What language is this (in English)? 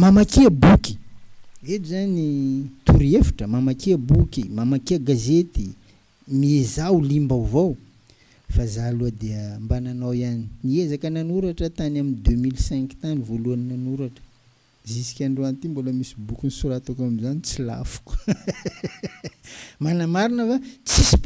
Malagasy